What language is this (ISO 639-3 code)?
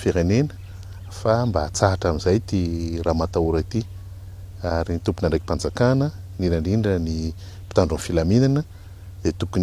mlg